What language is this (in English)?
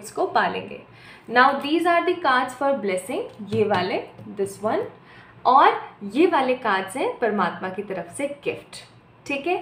Hindi